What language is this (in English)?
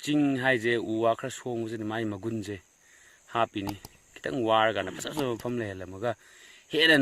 Manipuri